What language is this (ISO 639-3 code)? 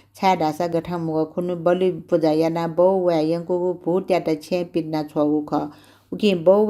new